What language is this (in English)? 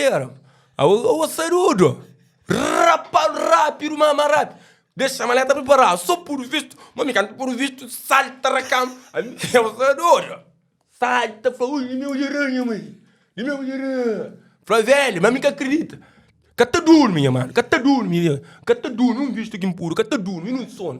Kabuverdianu